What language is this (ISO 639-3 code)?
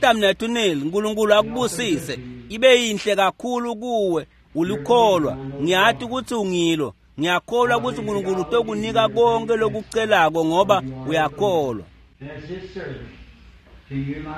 ssw